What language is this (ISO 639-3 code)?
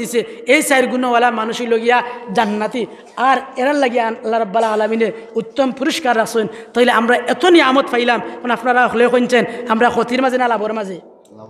syl